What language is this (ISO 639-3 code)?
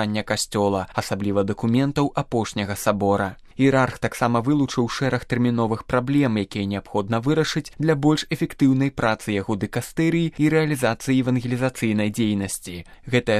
bel